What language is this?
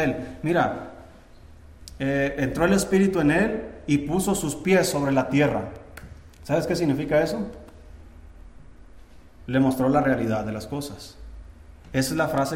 Spanish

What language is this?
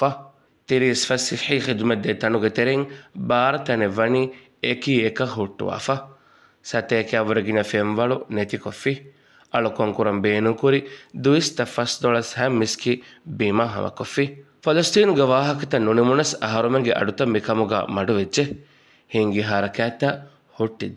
Divehi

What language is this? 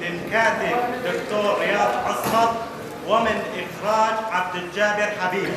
Kurdish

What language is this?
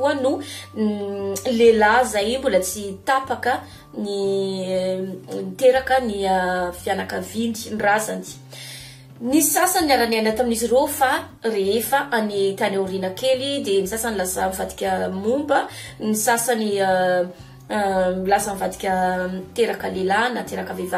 Malagasy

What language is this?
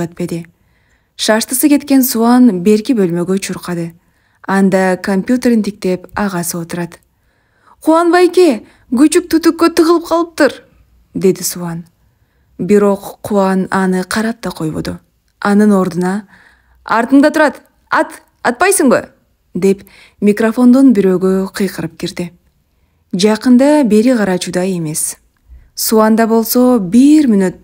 Kyrgyz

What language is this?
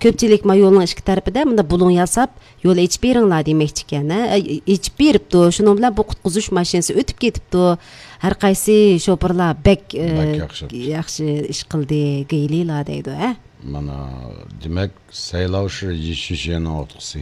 Uyghur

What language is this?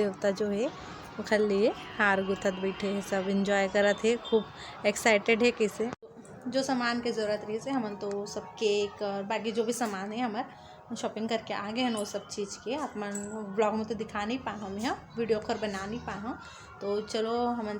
Chhattisgarhi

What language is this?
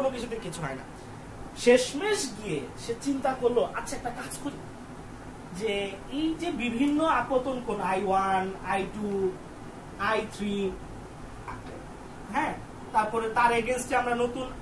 Bangla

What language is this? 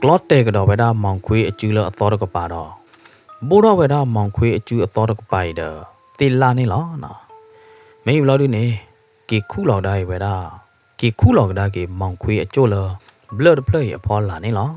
S'gaw Karen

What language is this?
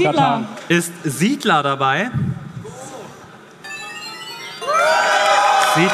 German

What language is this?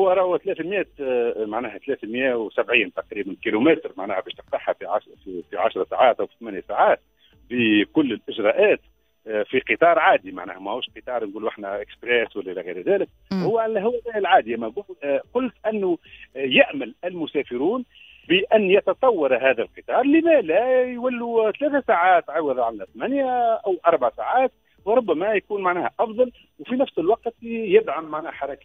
Tunisian Arabic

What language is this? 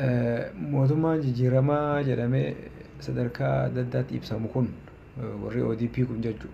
Oromo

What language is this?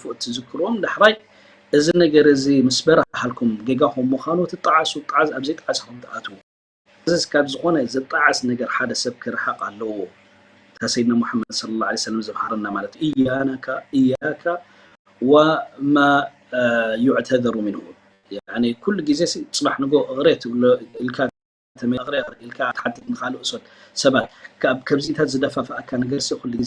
Tigrinya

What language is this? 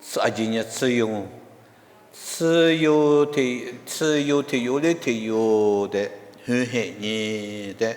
Lisu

